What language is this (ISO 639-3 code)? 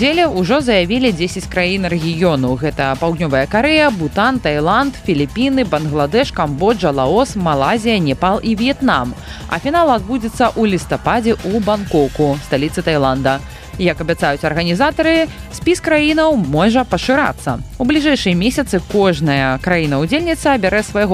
bel